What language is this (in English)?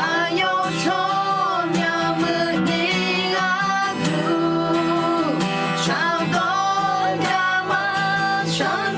Akha